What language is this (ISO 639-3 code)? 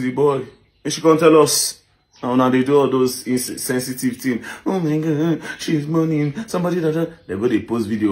pcm